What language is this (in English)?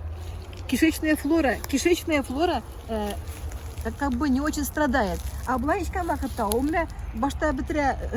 Tatar